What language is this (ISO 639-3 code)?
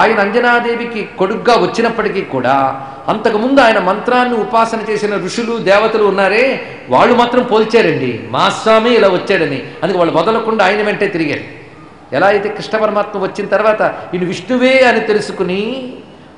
tel